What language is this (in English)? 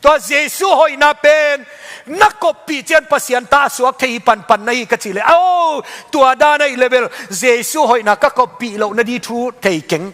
Tedim Chin